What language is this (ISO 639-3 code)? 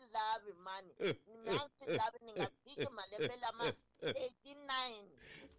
tso